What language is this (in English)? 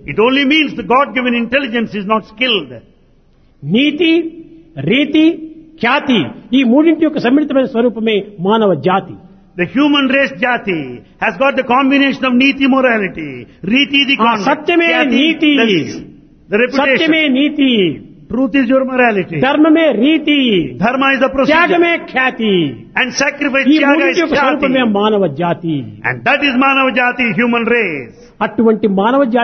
Telugu